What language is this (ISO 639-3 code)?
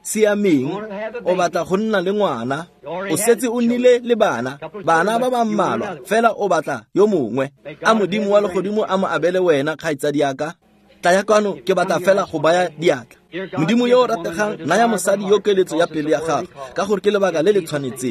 tsn